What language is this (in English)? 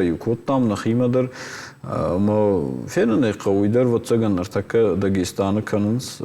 Ossetic